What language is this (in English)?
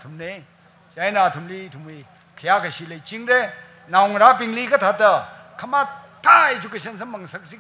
Tangkhul Naga (India)